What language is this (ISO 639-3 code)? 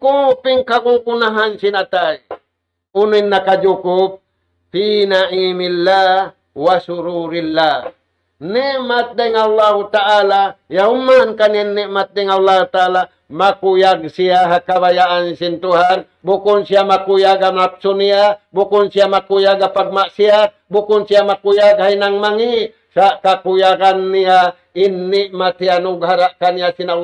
tsg